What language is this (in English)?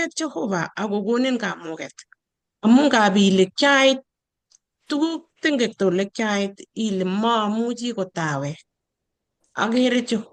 Kalenjin